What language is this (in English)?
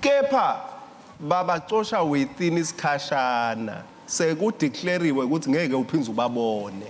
Swati